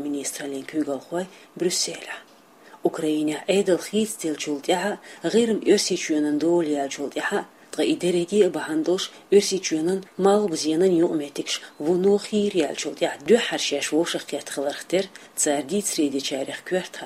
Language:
Chechen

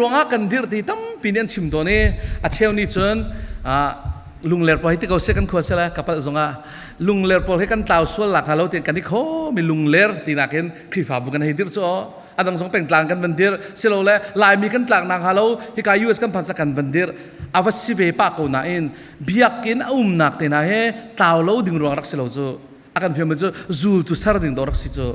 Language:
Falam Chin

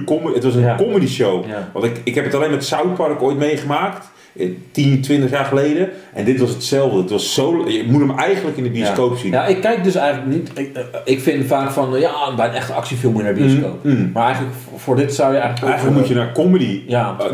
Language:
Dutch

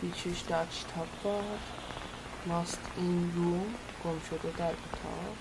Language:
South Azerbaijani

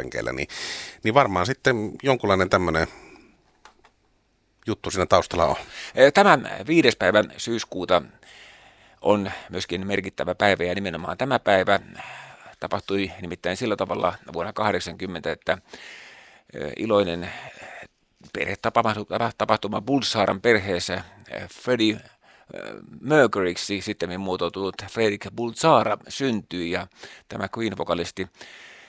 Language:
Finnish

